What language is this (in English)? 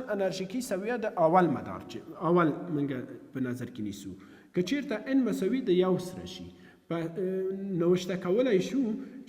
Pashto